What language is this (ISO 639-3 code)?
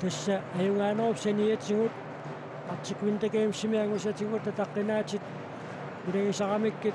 kal